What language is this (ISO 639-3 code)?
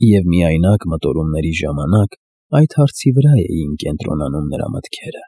hye